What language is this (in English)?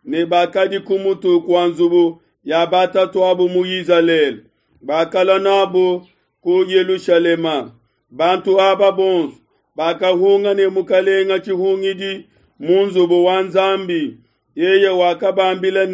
Luba-Lulua